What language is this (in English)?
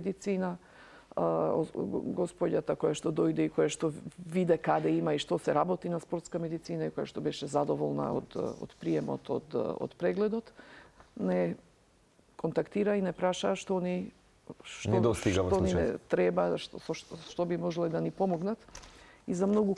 Macedonian